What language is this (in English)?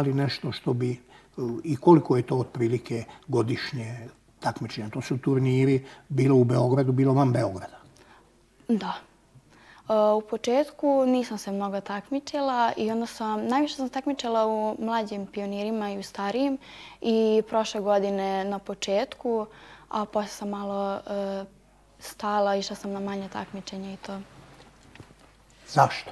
Serbian